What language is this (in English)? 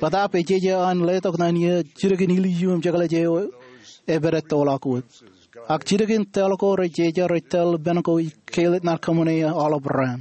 Marshallese